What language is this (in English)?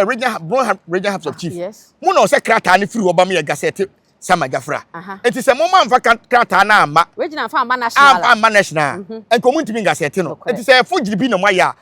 Akan